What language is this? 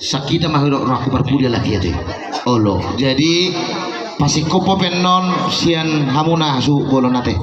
Batak Toba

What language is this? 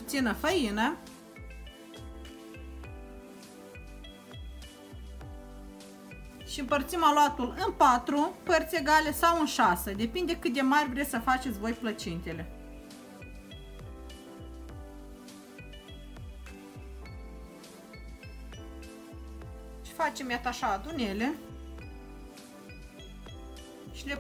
Romanian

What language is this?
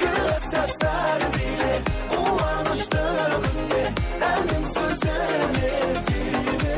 Kara-Kalpak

